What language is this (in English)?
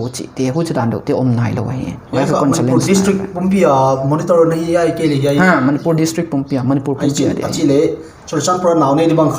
Paite Chin